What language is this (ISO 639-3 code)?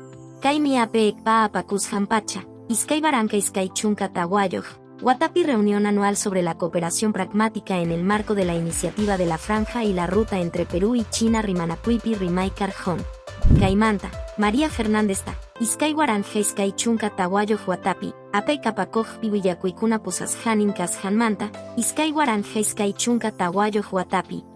que